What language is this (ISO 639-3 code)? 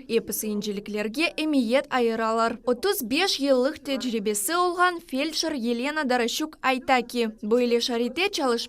crh